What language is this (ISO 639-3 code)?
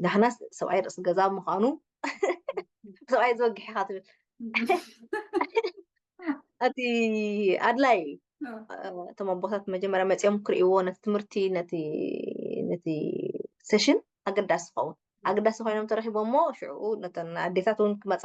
tir